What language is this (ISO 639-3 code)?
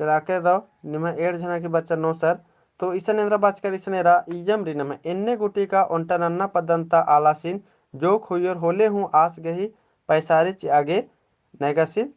kru